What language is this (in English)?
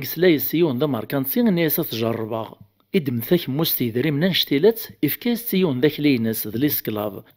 Kabyle